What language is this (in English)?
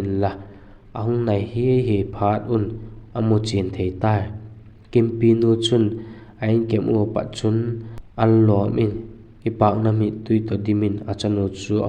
Vaiphei